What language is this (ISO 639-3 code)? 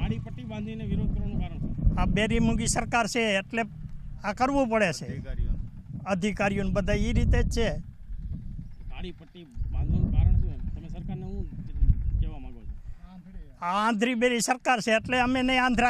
guj